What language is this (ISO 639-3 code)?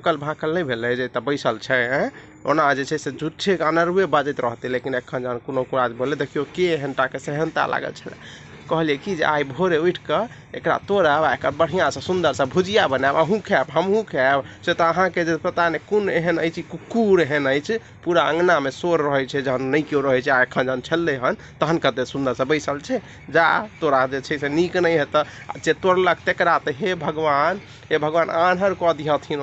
mai